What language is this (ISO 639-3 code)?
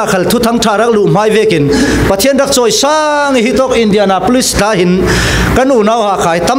cfm